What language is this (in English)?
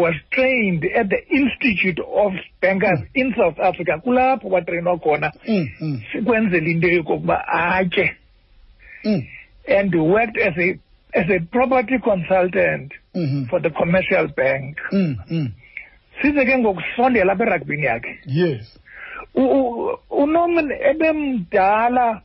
Xhosa